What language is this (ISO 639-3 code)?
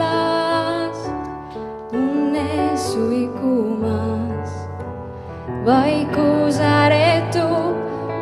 est